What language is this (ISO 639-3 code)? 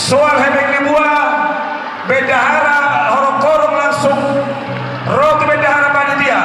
bbc